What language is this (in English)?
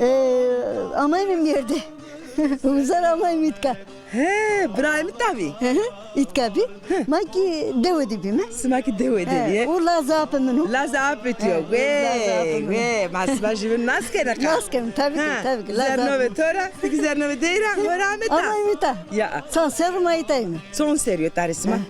Zaza